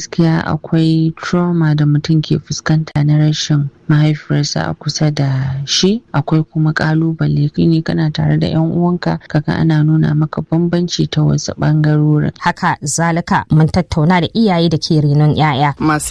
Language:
Hausa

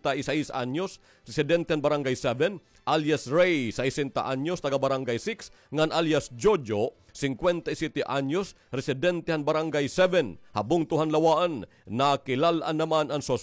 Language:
Waray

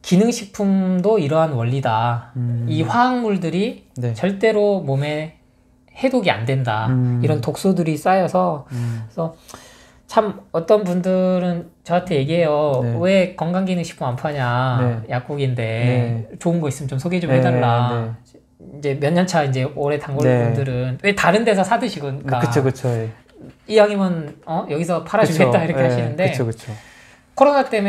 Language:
Korean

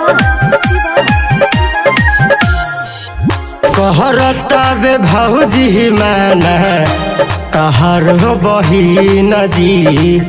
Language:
Bhojpuri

